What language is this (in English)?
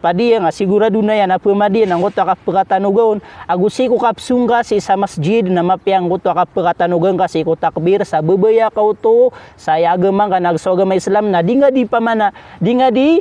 Maranao